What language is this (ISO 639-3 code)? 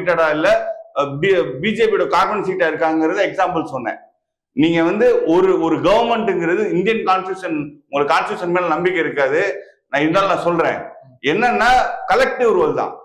tam